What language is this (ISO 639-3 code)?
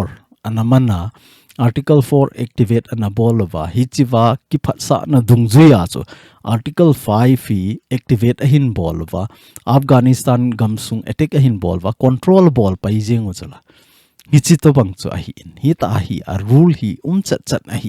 tcz